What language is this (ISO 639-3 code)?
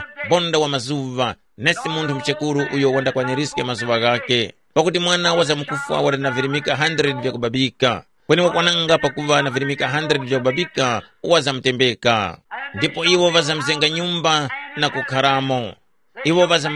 tum